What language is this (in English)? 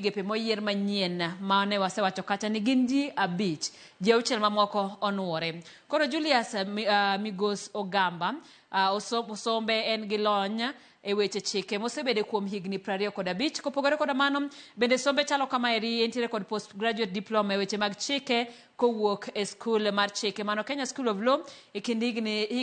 Luo (Kenya and Tanzania)